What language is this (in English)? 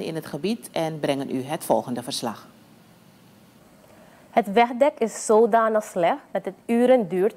Dutch